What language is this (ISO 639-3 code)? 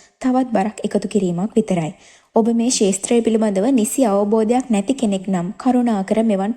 sin